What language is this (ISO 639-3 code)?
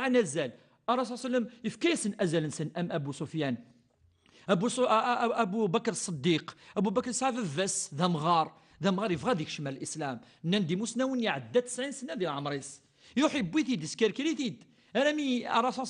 kab